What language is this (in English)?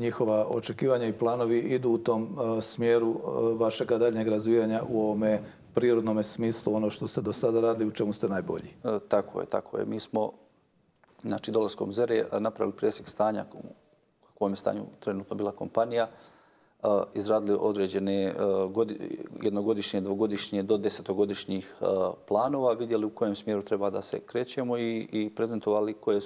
Bosnian